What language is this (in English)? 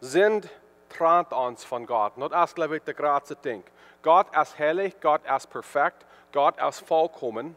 Plautdietsch